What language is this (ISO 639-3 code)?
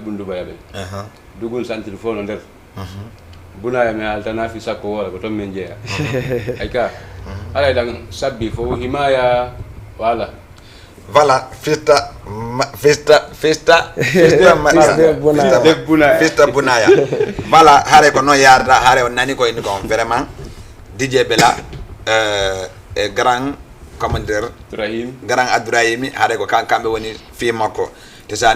ful